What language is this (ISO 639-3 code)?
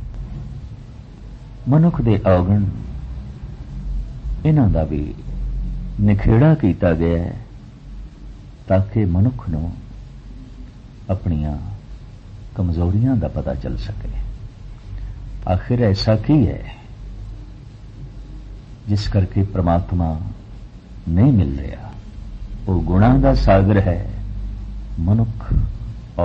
pan